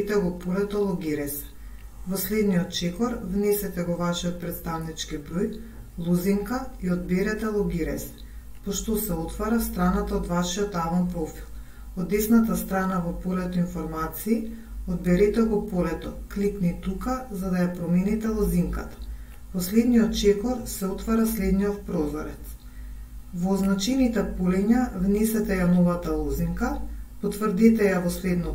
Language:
Macedonian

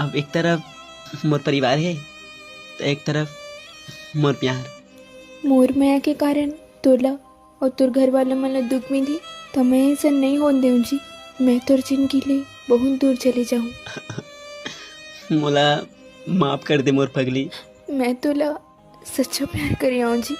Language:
Chhattisgarhi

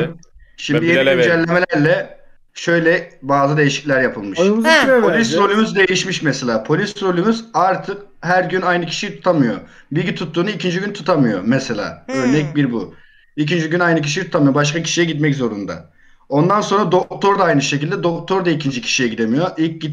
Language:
Turkish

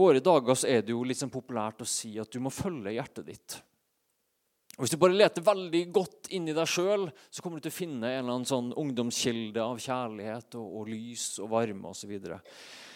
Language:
Norwegian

